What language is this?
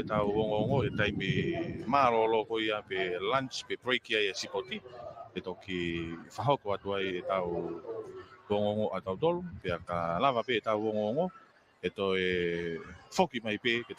Tongan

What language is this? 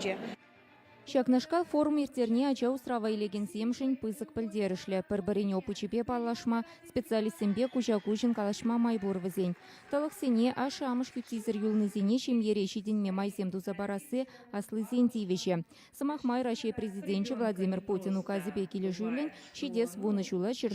Chuvash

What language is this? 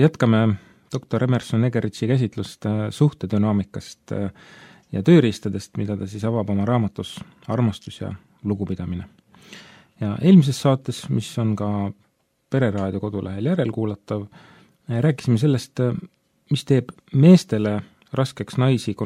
Estonian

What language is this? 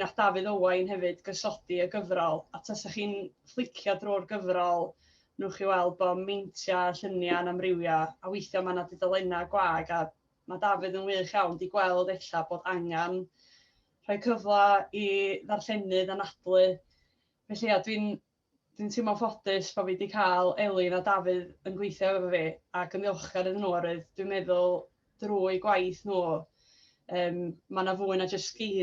Welsh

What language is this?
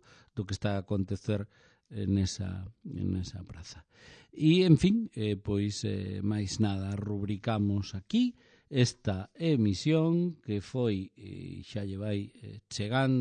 Galician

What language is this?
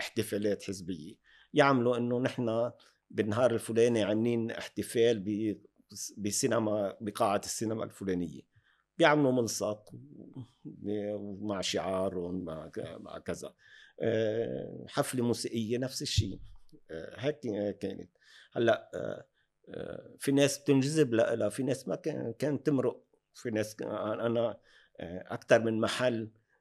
North Levantine Arabic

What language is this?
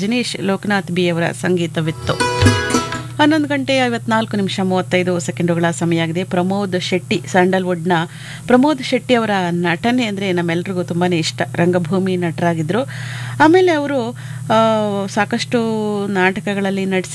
Kannada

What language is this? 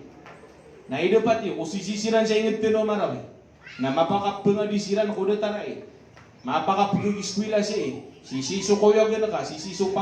Maranao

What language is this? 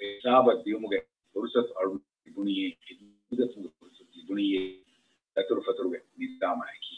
Divehi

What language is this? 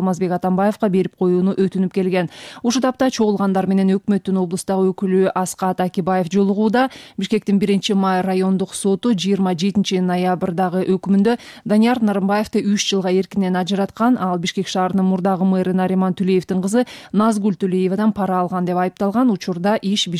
Kyrgyz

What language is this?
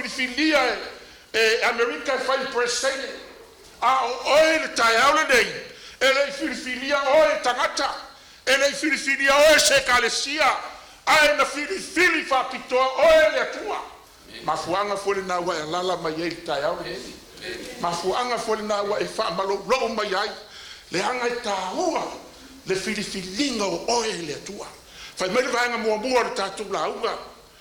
Samoan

